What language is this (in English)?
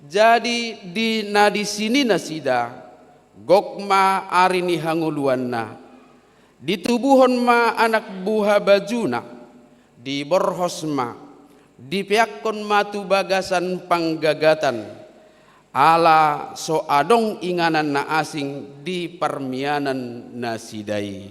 Batak Toba